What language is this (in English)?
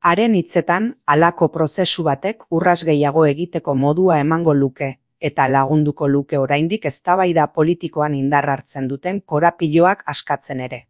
Basque